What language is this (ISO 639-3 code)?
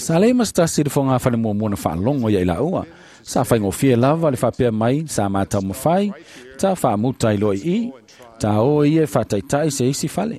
smo